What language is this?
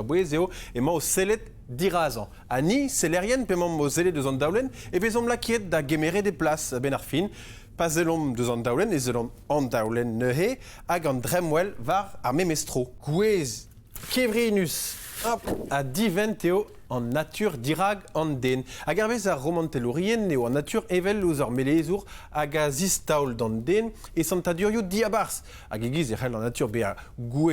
Breton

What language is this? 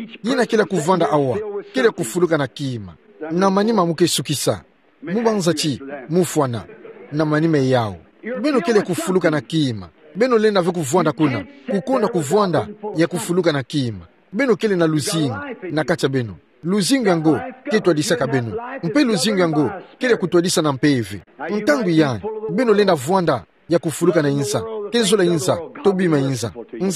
Kituba (Democratic Republic of Congo)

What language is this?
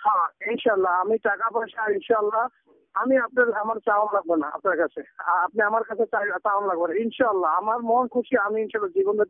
Bangla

